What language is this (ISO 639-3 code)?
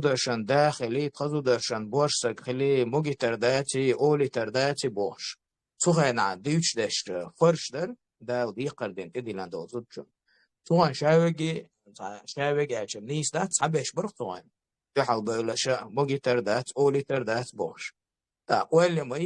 che